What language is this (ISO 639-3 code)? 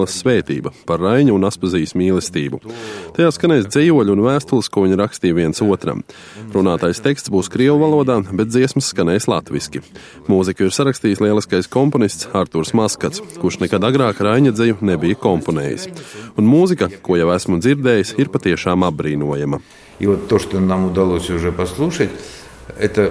lav